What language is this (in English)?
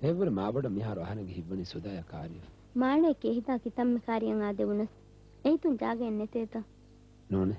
Divehi